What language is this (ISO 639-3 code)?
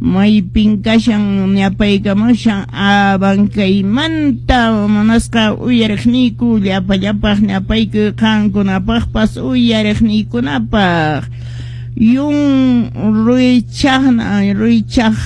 que